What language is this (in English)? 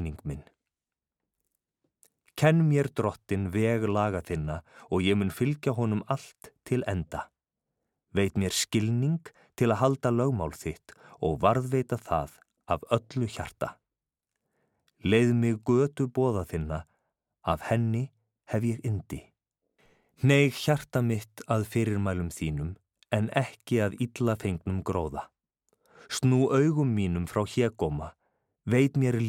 Icelandic